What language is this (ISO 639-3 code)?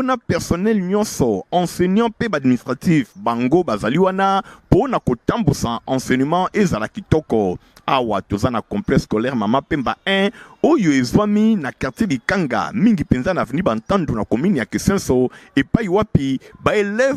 lin